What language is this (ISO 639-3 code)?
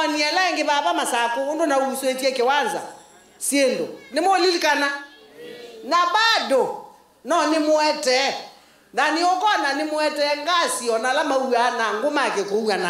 kam